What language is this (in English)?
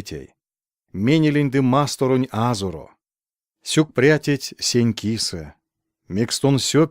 Erzya